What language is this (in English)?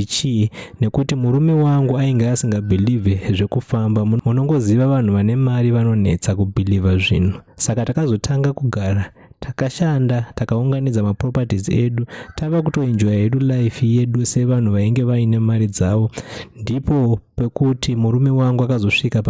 Shona